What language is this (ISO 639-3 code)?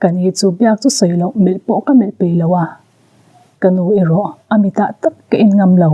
lus